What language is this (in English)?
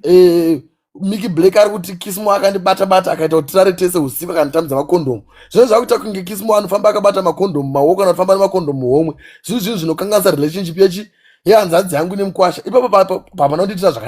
Shona